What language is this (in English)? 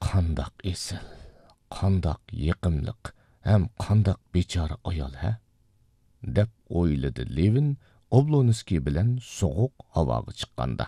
Uyghur